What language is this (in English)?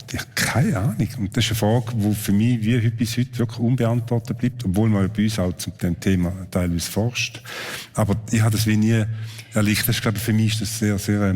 Swiss German